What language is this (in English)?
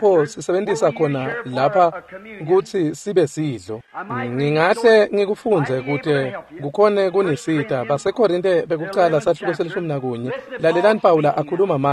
Swati